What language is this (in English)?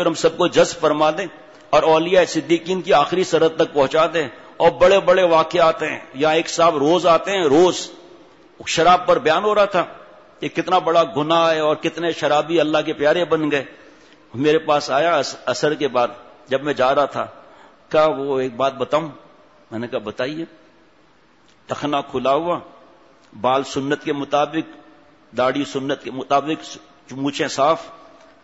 Urdu